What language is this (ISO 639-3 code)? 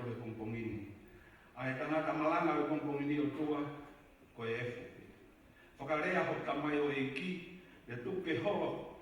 ton